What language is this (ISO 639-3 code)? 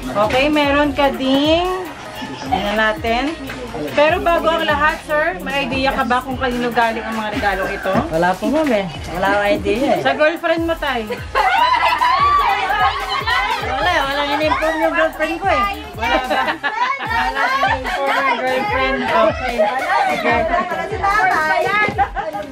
fil